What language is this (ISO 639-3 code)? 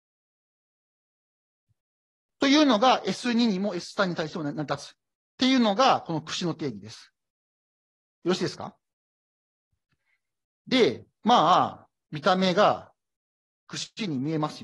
jpn